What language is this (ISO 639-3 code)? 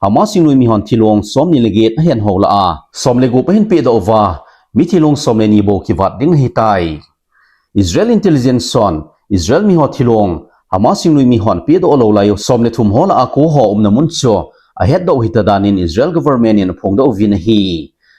tcz